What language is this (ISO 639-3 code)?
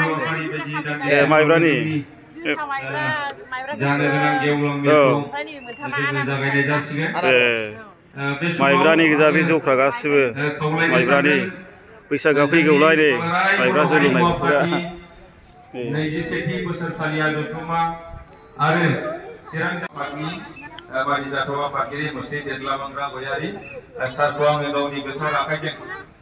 brx